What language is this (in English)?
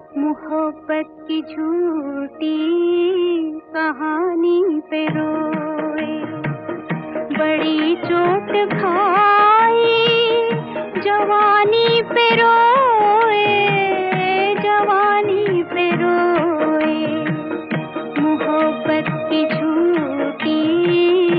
Hindi